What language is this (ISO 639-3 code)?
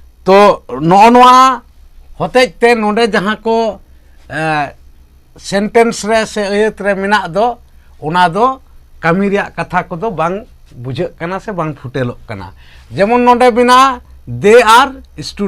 sat